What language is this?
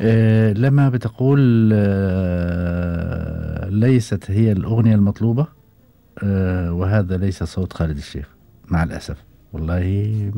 Gulf Arabic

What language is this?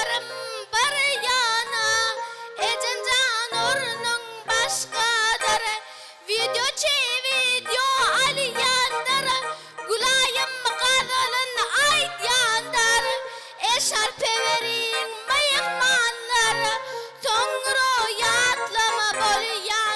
Turkmen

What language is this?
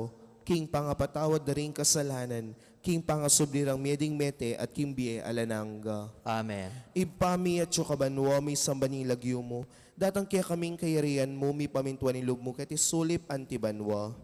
Pampanga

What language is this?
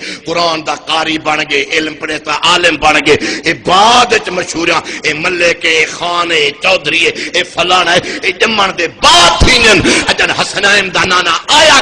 Saraiki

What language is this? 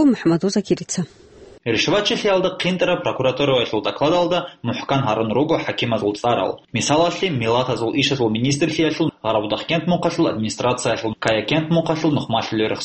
Avaric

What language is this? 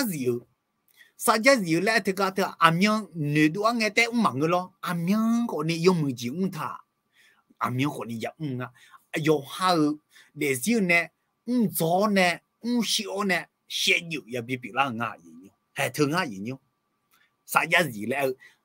Akha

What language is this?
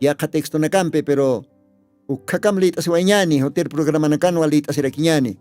Aymara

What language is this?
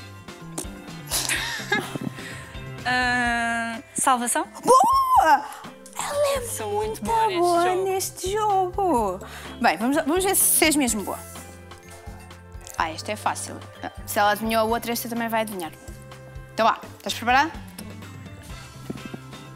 Portuguese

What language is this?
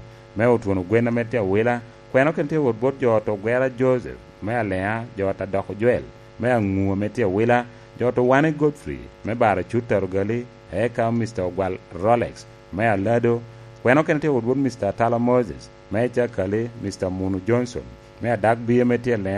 Lango (Uganda)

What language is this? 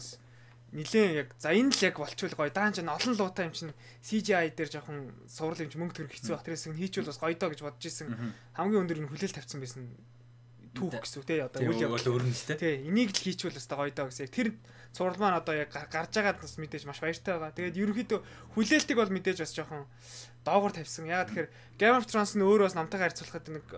Mongolian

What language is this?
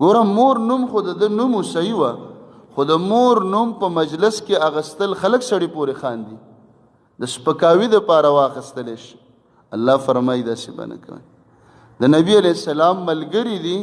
Pashto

